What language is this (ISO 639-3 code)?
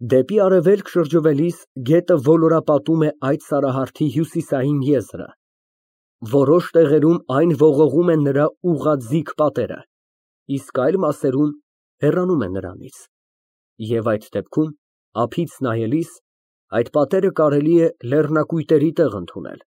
hye